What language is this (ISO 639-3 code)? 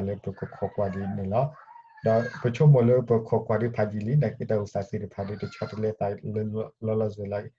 ksw